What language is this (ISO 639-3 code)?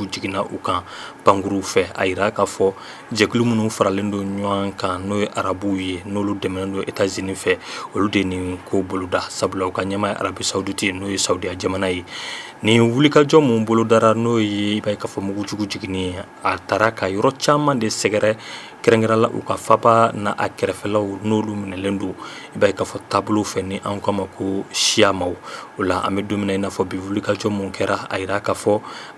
bam